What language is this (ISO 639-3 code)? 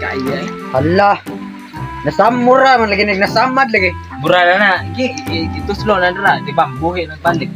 ceb